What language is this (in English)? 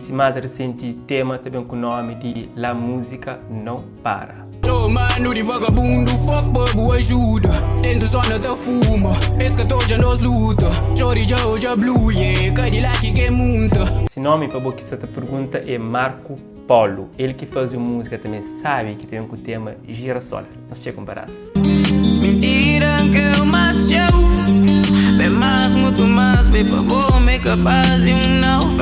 Kabuverdianu